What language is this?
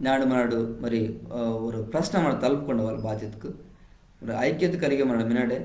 Koya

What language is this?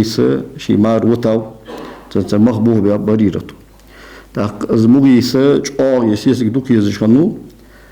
Ingush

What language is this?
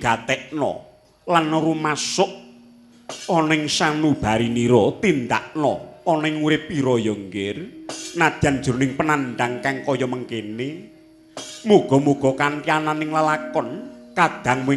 Javanese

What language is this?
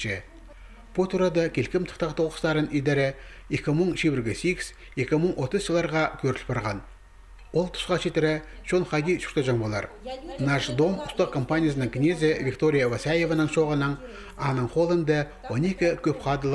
Khakas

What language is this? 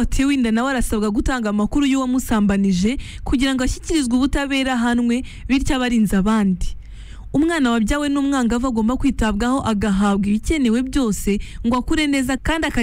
Kinyarwanda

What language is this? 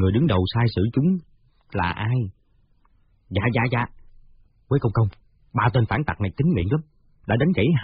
Vietnamese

